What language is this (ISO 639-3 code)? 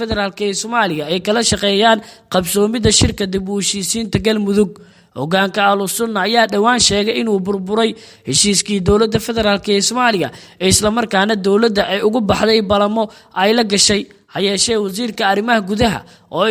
som